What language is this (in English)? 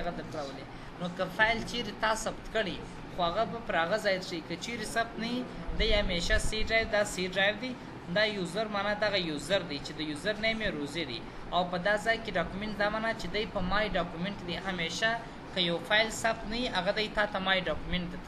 Pashto